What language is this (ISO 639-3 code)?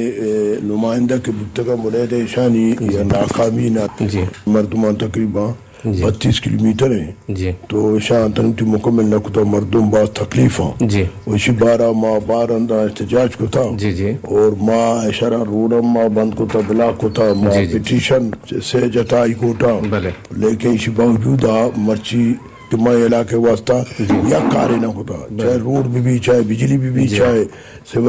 bgp